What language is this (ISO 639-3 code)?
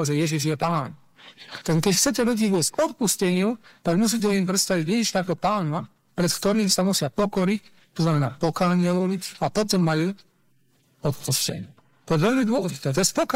slk